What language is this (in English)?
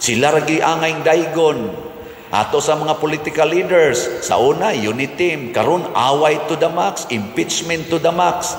Cebuano